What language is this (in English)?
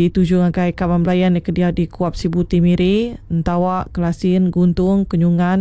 Iban